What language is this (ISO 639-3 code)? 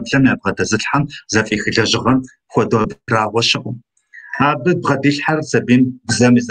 kbd